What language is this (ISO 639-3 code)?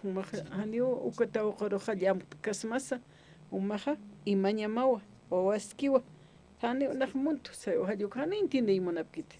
aym